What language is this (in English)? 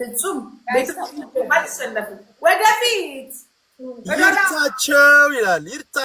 Amharic